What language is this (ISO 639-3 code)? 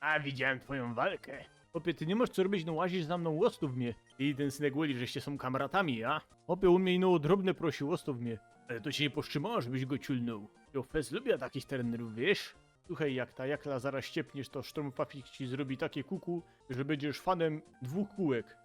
szl